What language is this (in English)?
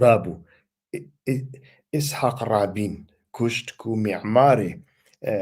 Central Kurdish